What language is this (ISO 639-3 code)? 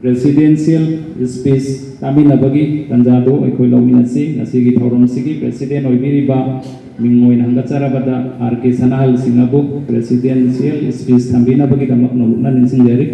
mni